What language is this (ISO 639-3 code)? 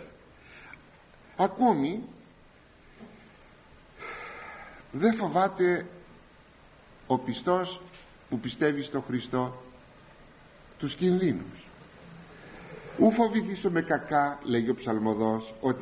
ell